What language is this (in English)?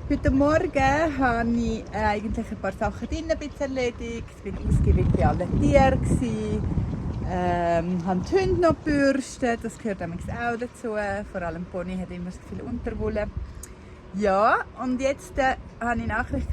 Swiss German